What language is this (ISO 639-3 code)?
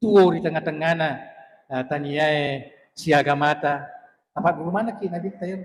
bug